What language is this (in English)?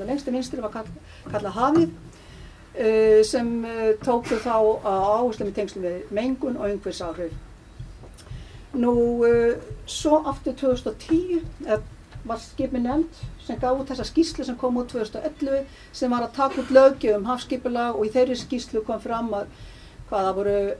Icelandic